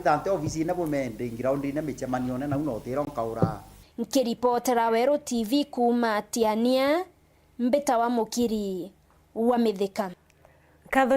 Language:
Meru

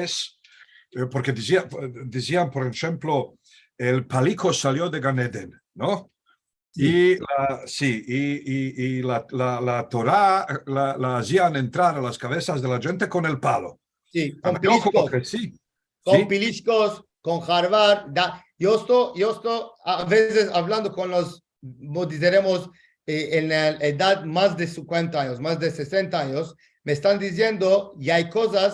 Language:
Ladino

